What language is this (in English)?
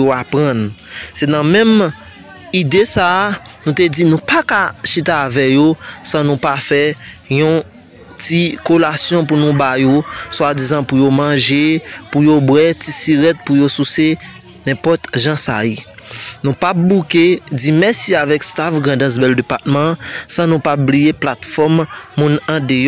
Haitian Creole